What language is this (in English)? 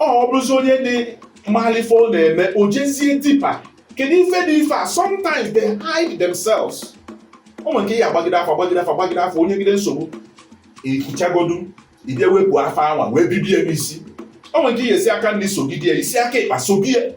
Igbo